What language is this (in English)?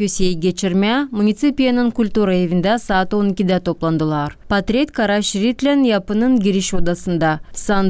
Gagauz